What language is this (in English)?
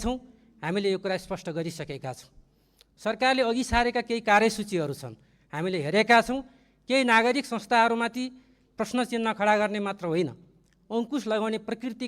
Nepali